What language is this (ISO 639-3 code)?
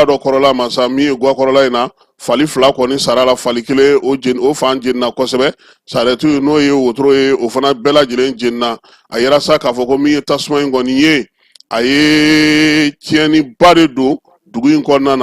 bam